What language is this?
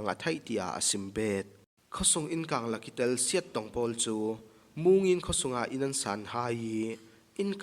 Falam Chin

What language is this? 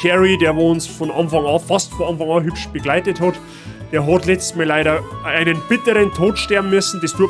Bavarian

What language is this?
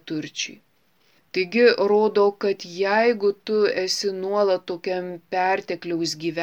Lithuanian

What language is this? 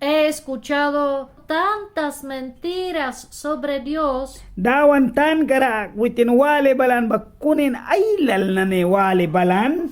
Mískito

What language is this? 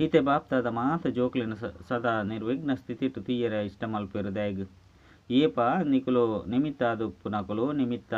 Tulu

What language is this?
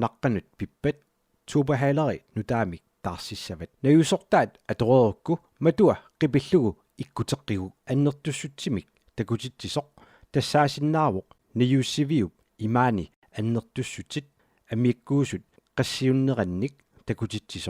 Kalaallisut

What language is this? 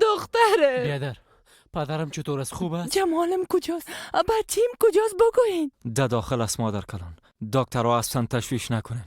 Persian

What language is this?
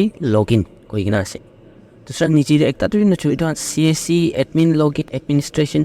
Naga Pidgin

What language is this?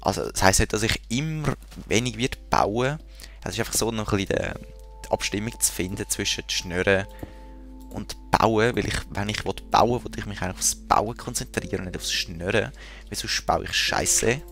Swiss German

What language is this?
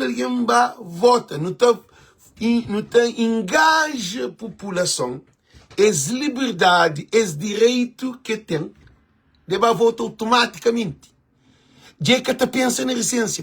Kabuverdianu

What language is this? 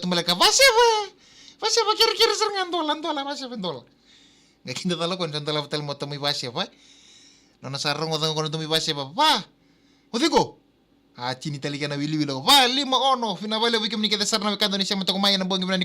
Fijian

